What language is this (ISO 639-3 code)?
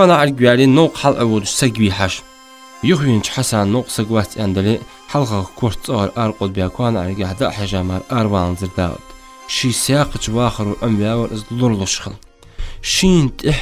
inh